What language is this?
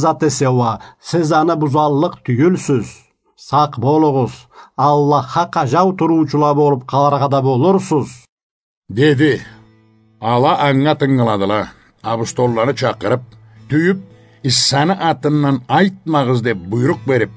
Karachay-Balkar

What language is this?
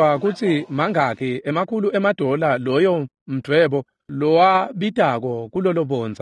Swati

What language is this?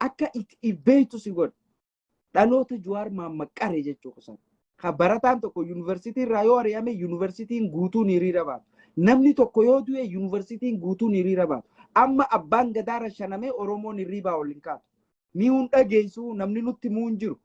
Oromo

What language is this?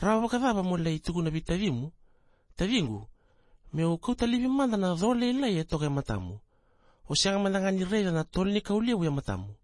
Fijian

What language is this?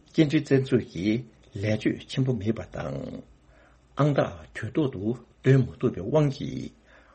Tibetan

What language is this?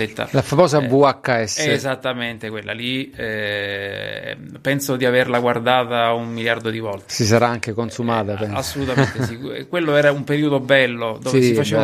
Italian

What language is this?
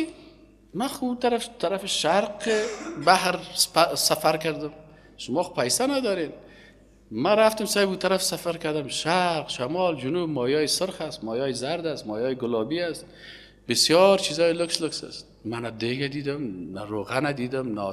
Persian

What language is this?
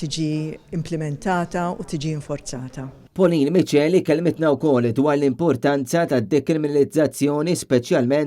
Maltese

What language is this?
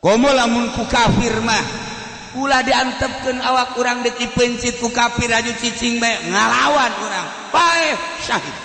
Sundanese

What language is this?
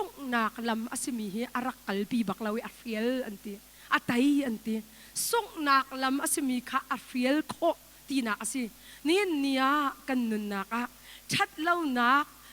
Hakha Chin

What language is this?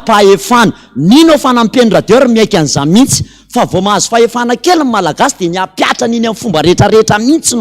Malagasy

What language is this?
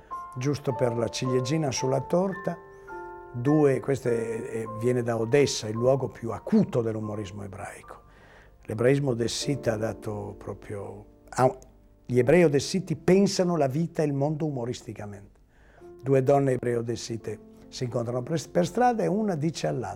Italian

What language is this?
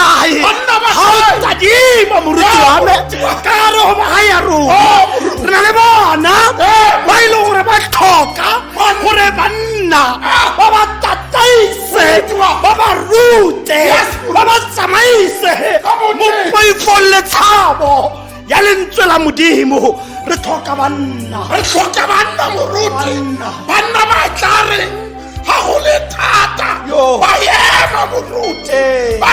Tswana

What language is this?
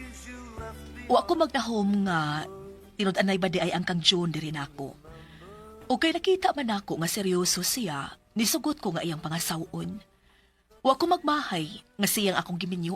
Cebuano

